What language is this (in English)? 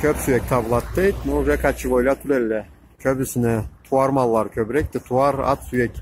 Karachay-Balkar